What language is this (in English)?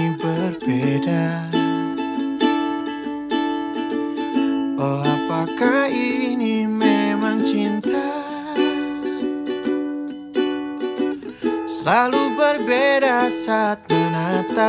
Indonesian